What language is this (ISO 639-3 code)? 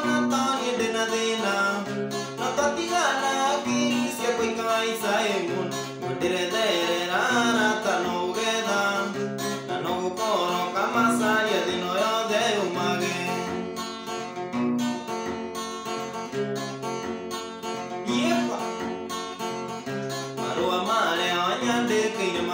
kik